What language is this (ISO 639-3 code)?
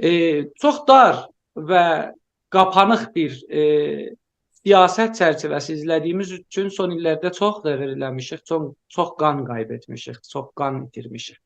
azb